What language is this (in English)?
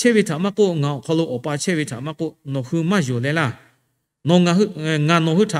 Lahu